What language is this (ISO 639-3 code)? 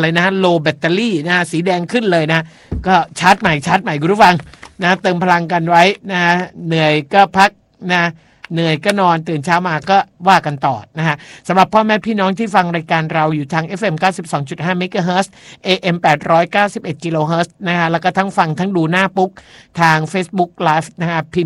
tha